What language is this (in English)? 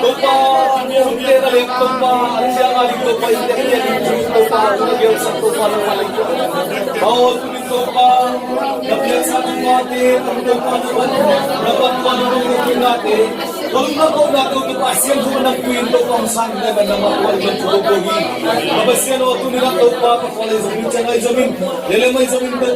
Tedim Chin